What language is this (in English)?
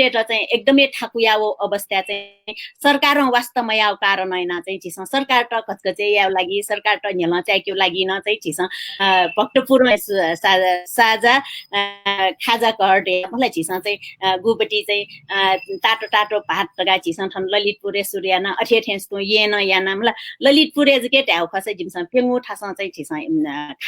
Newari